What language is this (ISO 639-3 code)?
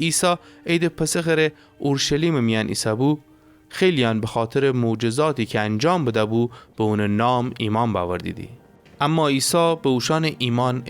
glk